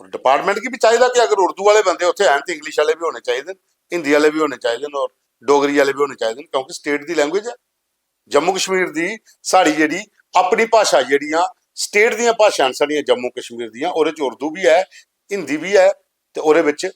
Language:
Dogri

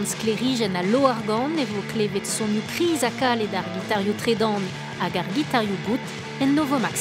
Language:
Breton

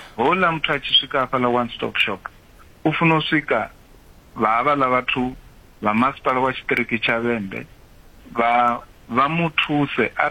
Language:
Venda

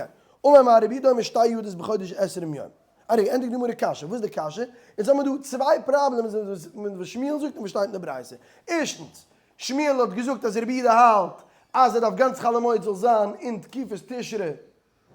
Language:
Yiddish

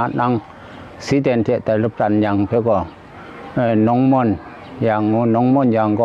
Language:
Kachin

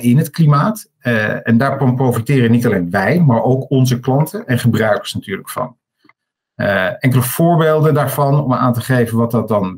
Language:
Dutch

